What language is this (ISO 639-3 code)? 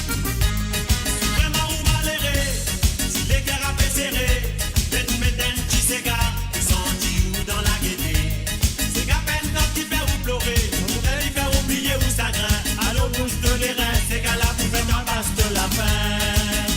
mfe